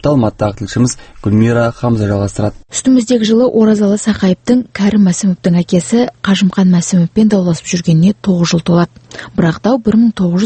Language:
Kazakh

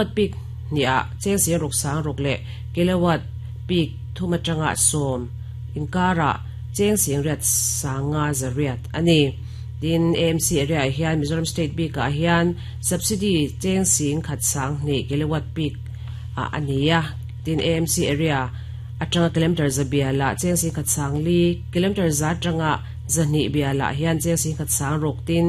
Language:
Mizo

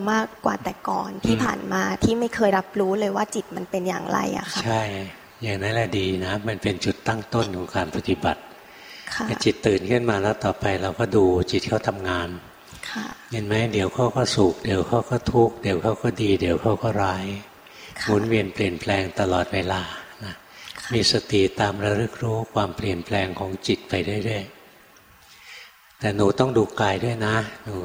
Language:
Thai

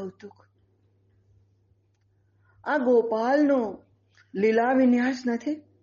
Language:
Gujarati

